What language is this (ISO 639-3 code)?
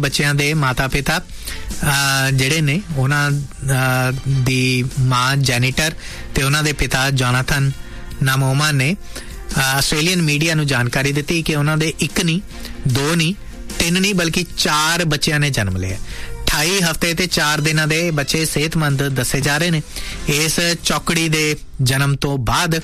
pan